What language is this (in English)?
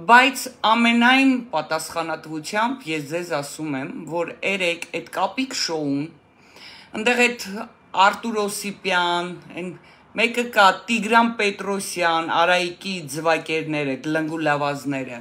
Armenian